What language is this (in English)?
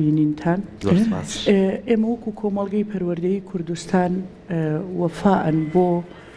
Central Kurdish